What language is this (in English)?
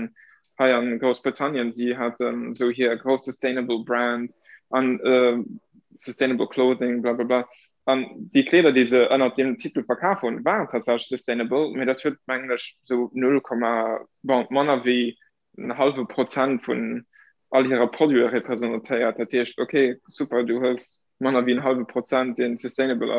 Luxembourgish